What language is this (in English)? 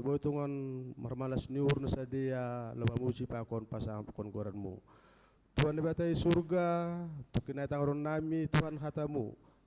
Batak Simalungun